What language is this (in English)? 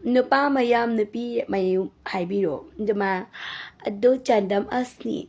Manipuri